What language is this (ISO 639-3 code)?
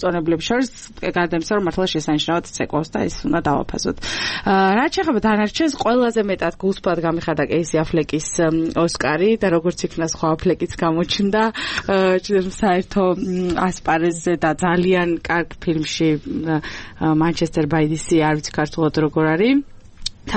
kat